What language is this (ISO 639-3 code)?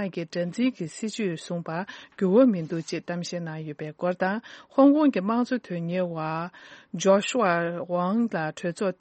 bod